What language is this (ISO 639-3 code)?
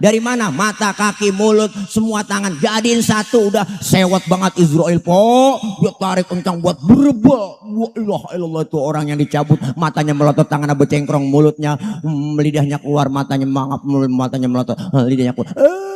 bew